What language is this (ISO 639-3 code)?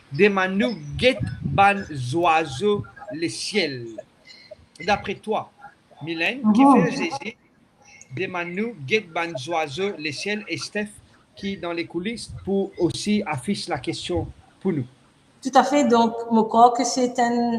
mfe